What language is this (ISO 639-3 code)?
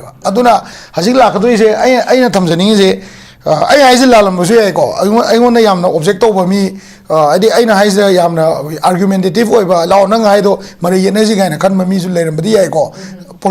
mni